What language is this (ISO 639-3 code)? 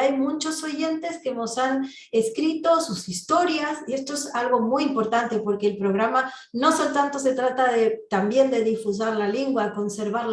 lad